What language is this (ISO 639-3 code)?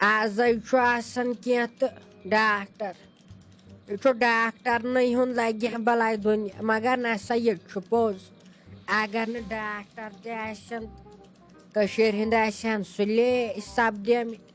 kas